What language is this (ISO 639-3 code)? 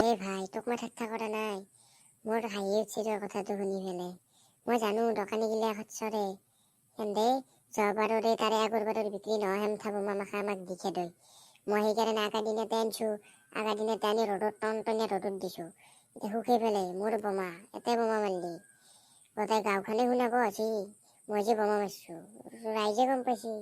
asm